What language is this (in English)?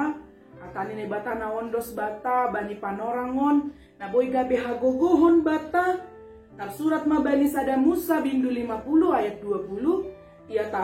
Batak Simalungun